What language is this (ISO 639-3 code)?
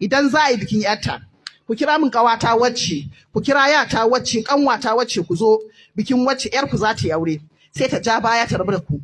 hau